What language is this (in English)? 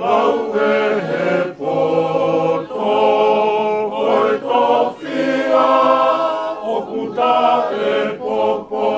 Tongan